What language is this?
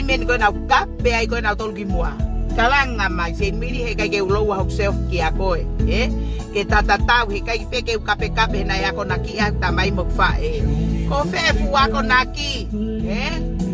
Tongan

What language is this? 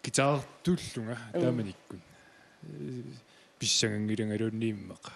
Kalaallisut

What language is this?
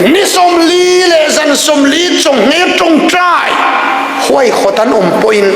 Hakha Chin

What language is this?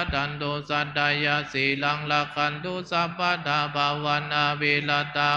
Pali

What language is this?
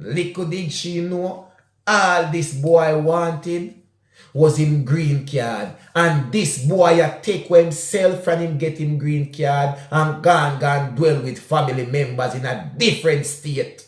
Jamaican Creole English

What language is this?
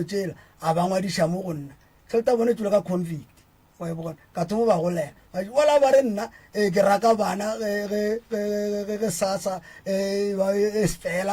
Northern Sotho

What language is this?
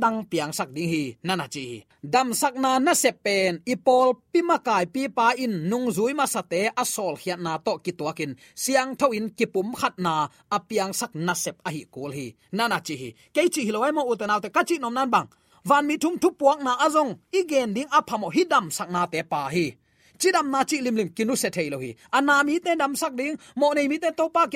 Tedim Chin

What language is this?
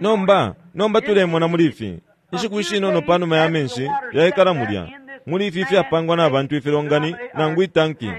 Bemba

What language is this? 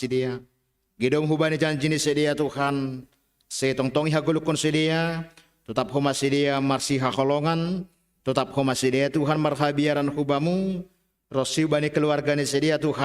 Batak Simalungun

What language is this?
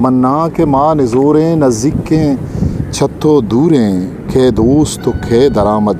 Eastern Balochi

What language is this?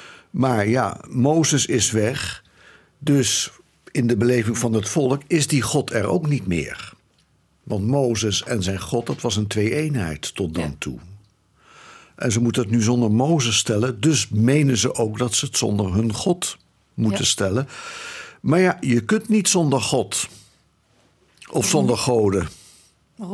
Dutch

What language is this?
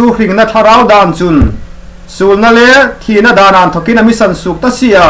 Hmar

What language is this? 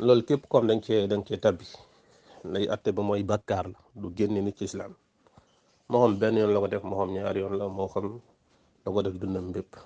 Wolof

